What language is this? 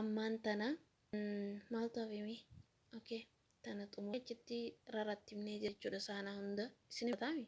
Oromo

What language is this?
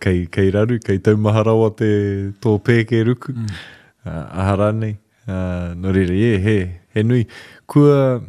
Māori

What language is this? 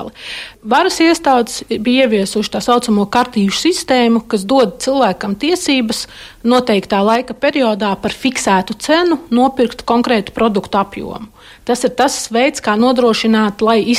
Latvian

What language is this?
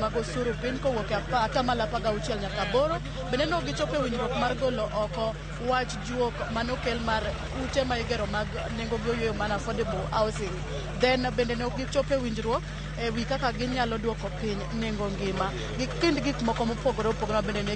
Luo (Kenya and Tanzania)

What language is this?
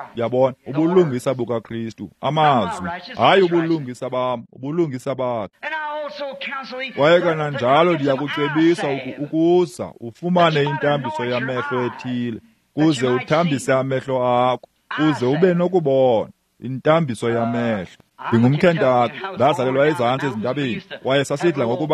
Xhosa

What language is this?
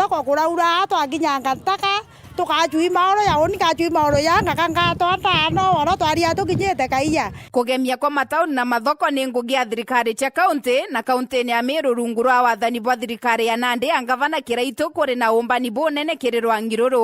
Meru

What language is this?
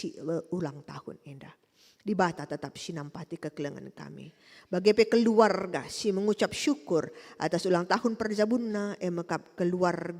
Batak Karo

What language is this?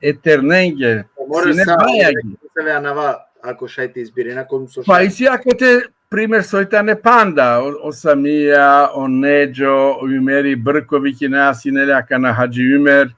Balkan Romani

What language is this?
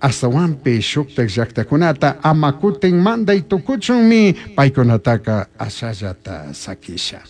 Chimborazo Highland Quichua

